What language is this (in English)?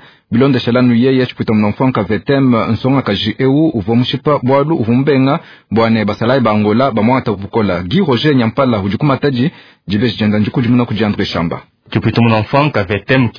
Luba-Lulua